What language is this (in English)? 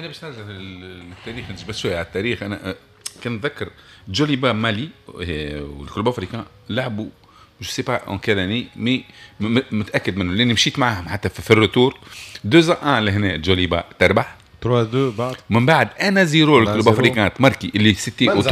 Tunisian Arabic